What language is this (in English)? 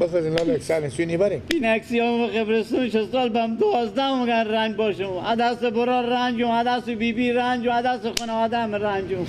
Persian